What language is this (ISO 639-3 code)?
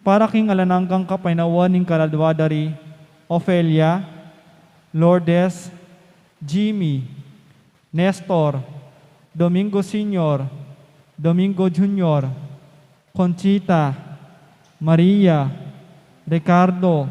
pam